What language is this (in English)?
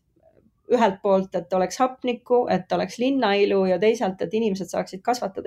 Estonian